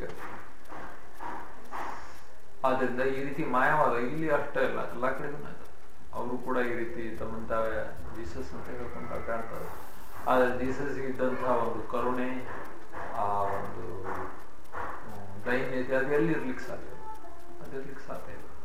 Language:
Kannada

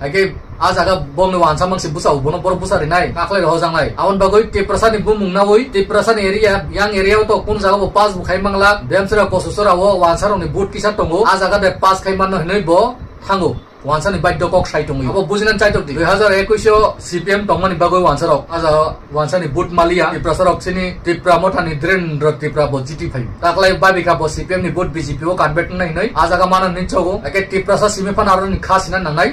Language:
Kok Borok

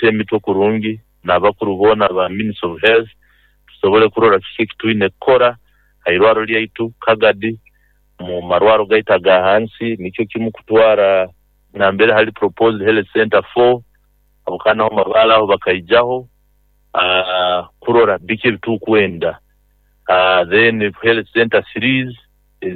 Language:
Nyoro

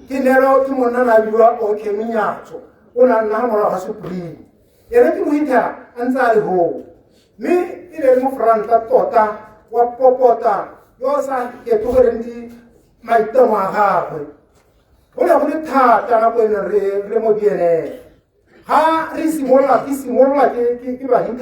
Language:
Tswana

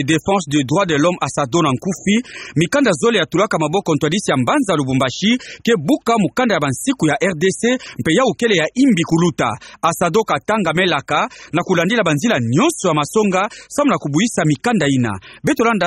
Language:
Kituba (Democratic Republic of Congo)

